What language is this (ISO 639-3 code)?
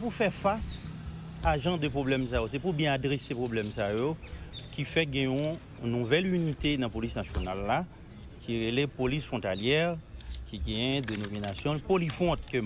hat